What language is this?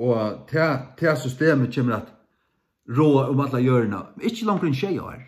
Faroese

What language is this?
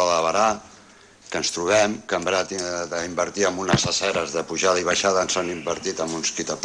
Catalan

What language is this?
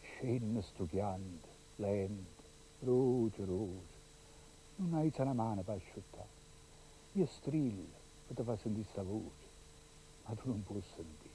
Neapolitan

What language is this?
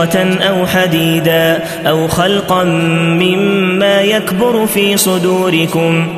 Arabic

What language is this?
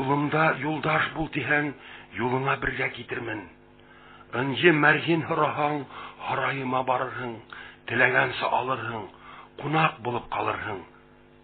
Bashkir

